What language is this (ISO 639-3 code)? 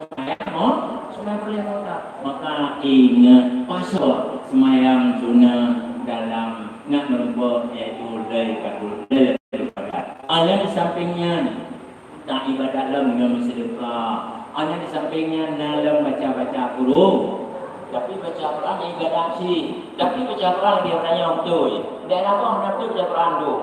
ace